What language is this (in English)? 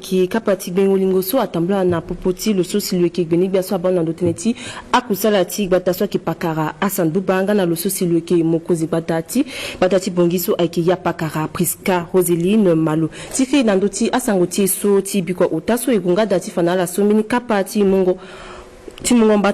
Sango